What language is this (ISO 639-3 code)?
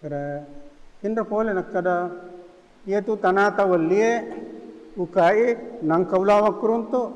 bug